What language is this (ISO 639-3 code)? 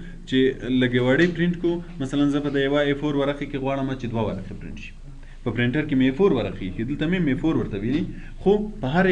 pus